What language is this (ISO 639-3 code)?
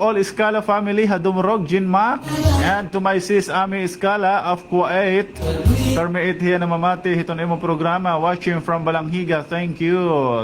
war